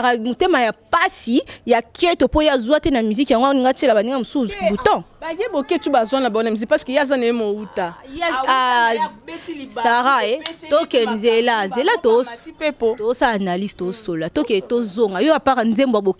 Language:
Lingala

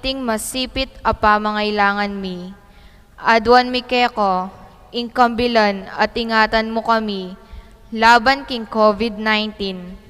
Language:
Pampanga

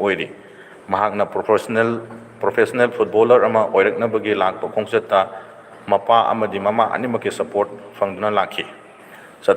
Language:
Manipuri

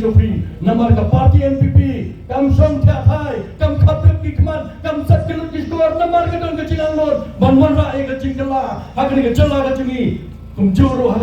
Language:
Khasi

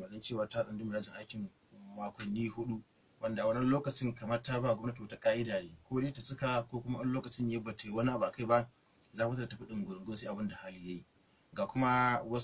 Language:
Hausa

